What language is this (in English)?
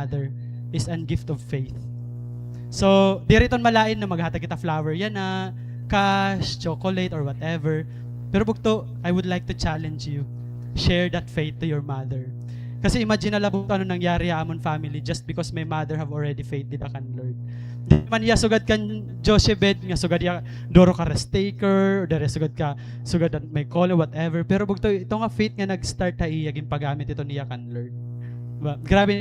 Waray